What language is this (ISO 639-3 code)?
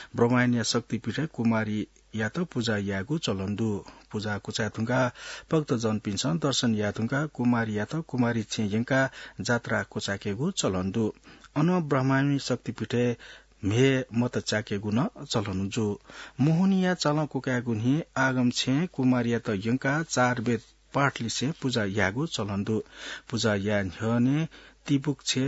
new